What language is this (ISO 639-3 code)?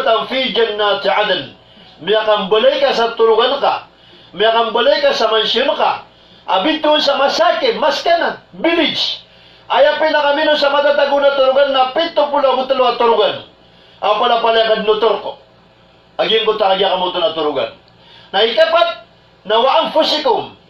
mrw